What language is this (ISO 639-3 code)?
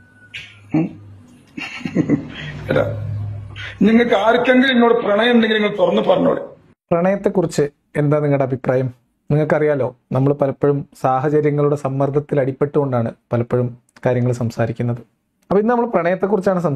mal